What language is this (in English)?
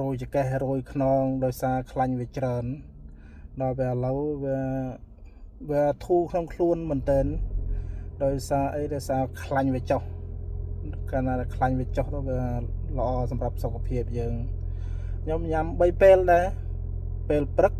Khmer